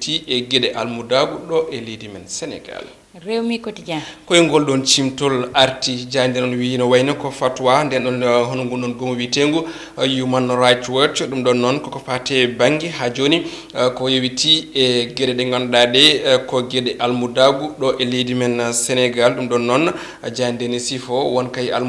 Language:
Fula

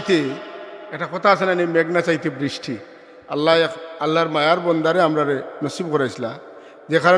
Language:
Sylheti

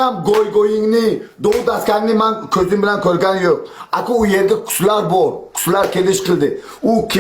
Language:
Uzbek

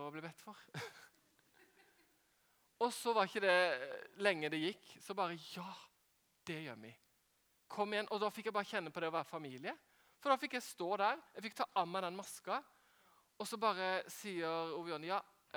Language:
Norwegian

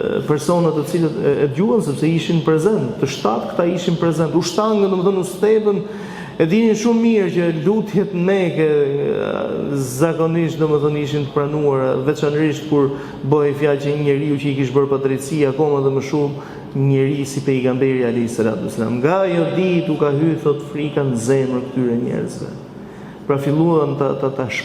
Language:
Albanian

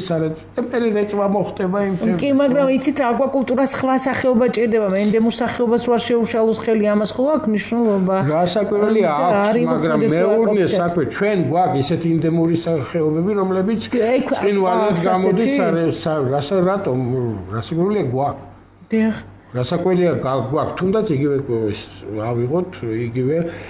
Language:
Georgian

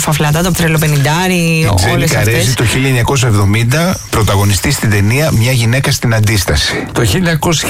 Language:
Greek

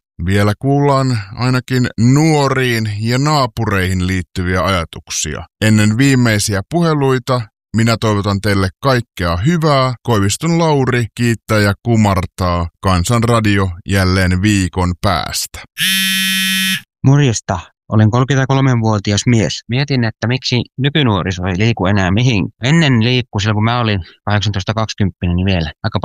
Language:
Finnish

